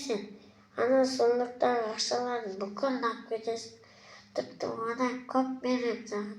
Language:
Kazakh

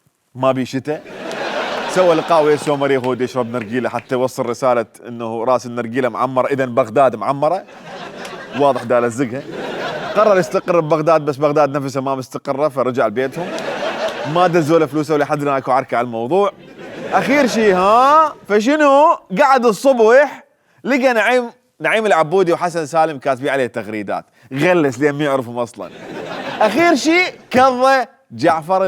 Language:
Mesopotamian Arabic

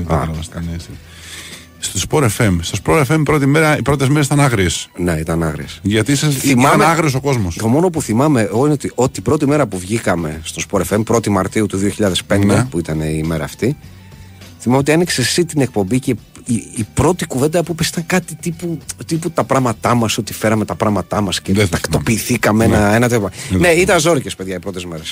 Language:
Greek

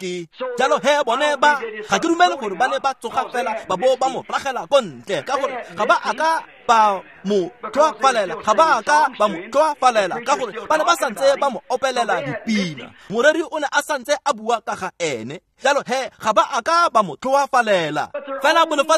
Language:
Tswana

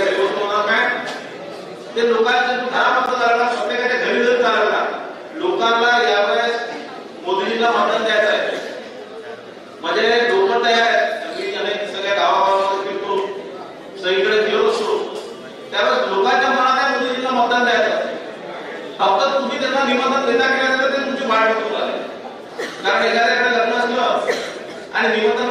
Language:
Marathi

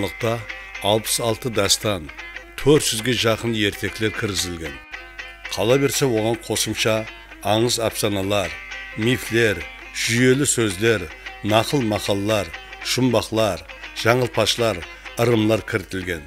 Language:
Kara-Kalpak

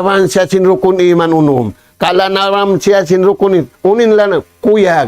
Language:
Tausug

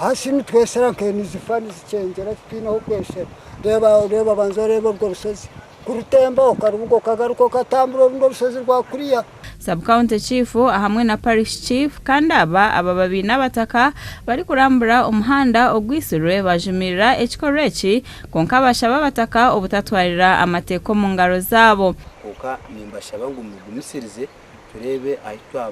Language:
Nyankole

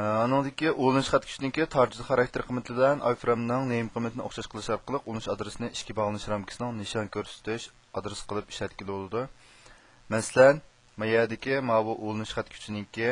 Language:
Uyghur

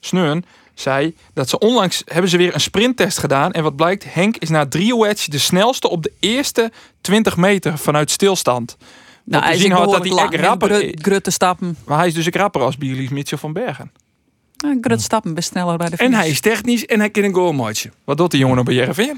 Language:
Western Frisian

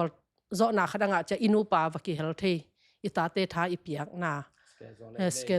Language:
Tedim Chin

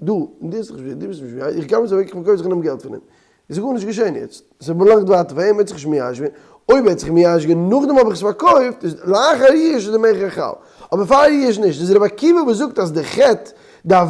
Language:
Yiddish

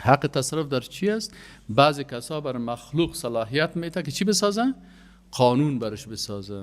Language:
Persian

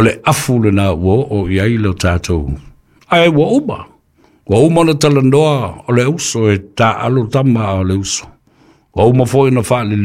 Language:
Samoan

